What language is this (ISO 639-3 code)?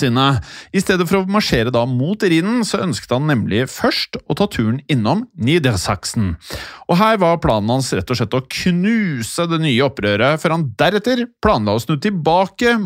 nor